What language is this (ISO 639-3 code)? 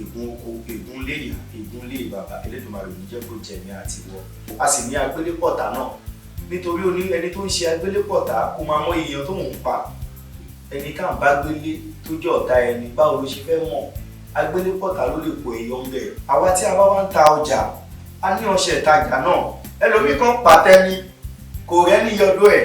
yor